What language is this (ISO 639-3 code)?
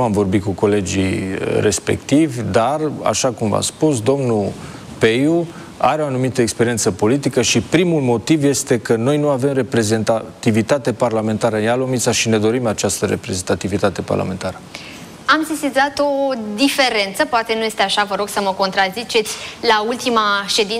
ron